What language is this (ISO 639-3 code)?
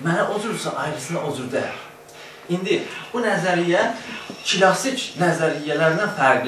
azb